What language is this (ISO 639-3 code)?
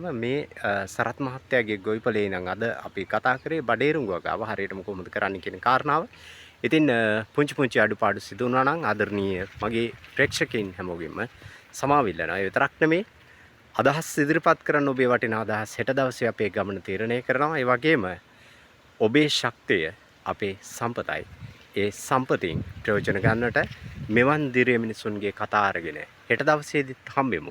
sin